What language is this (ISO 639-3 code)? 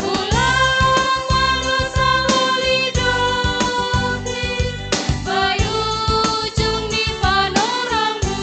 bts